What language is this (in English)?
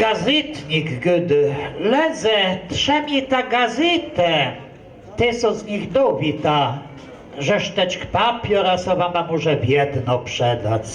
Kashubian